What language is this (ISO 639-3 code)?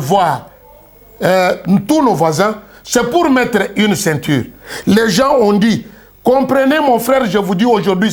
lua